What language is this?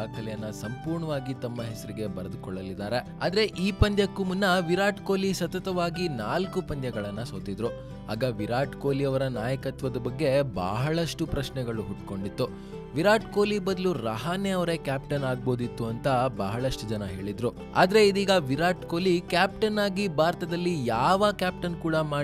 Kannada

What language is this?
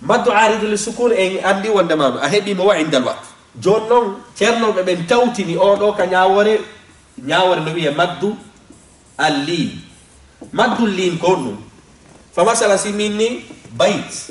Fula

